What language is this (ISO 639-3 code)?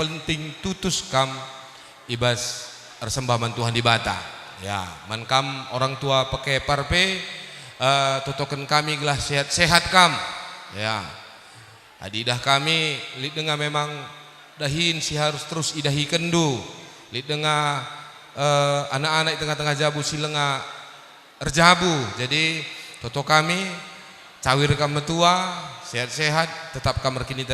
btx